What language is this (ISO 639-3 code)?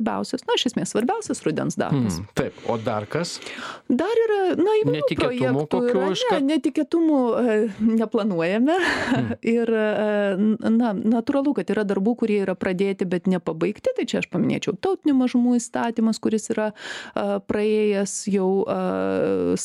lit